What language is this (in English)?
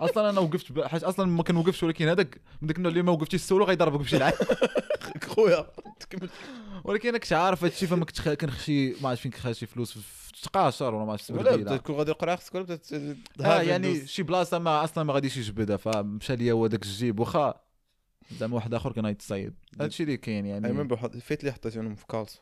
Moroccan Arabic